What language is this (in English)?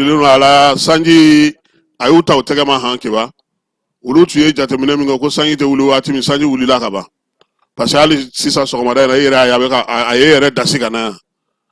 Bambara